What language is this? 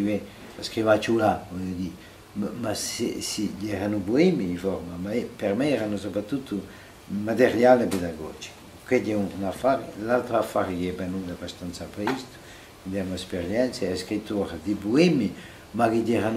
Corsican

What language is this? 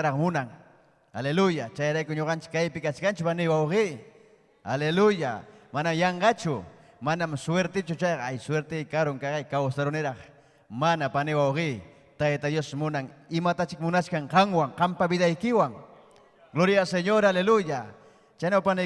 Ayacucho Quechua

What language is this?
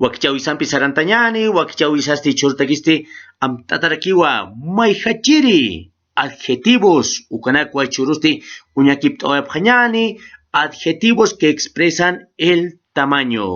Aymara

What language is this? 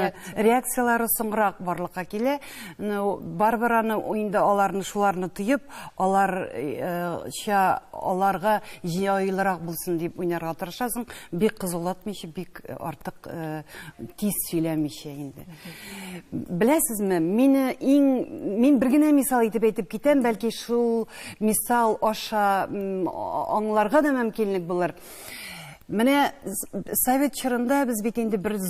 Tatar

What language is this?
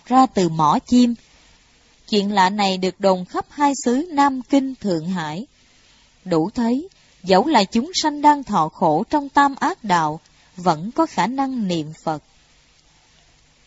Vietnamese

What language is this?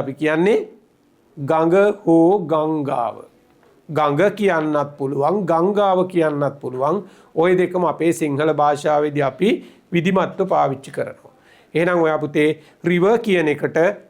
Sinhala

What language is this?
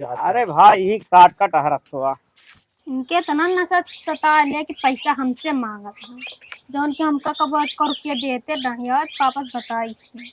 Awadhi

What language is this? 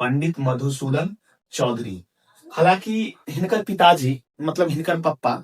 Maithili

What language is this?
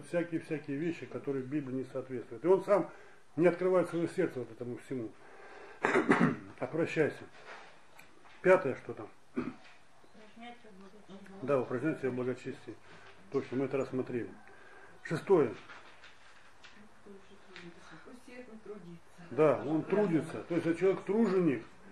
Russian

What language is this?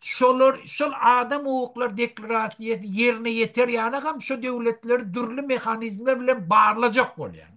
Turkmen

